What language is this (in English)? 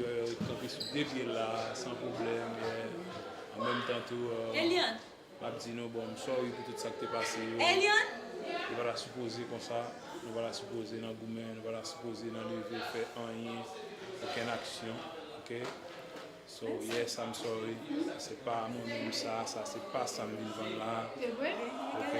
Haitian Creole